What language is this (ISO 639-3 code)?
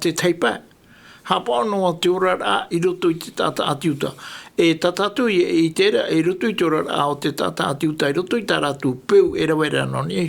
tah